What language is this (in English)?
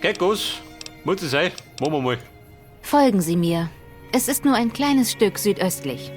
Bavarian